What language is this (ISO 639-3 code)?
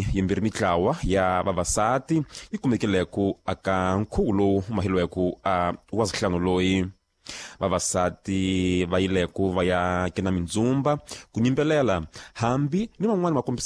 tso